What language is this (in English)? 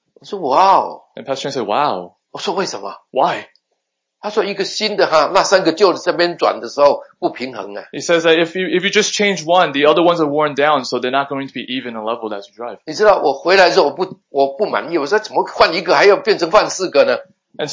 Chinese